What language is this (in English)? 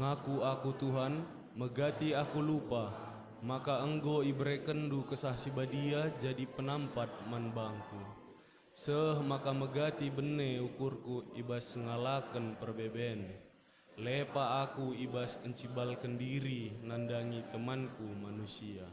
Batak Karo